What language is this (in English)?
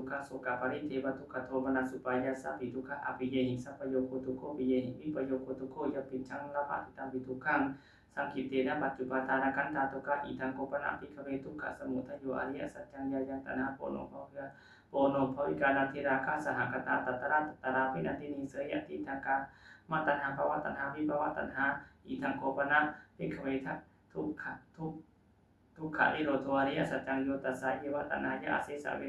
Pali